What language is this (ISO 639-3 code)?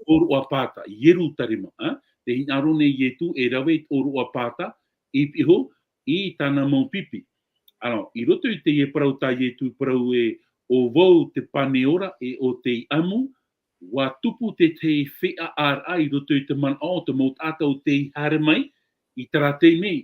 tah